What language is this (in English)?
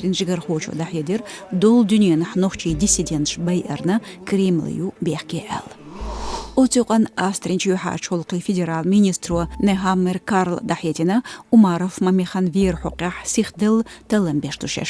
Chechen